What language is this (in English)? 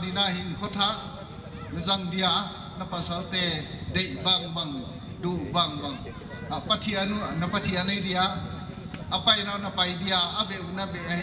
Paite Chin